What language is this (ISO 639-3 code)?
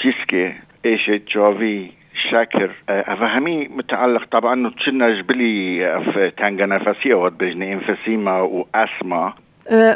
kur